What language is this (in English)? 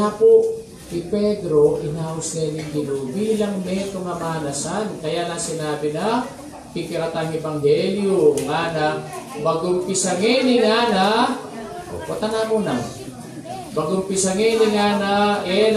Pampanga